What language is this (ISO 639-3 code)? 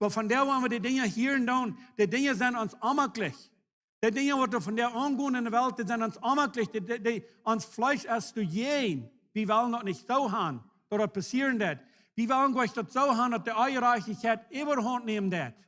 pdt